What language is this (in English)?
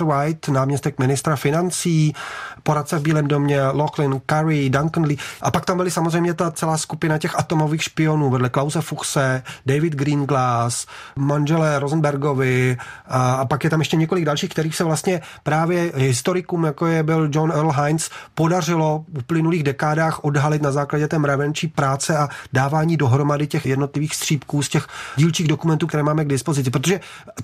Czech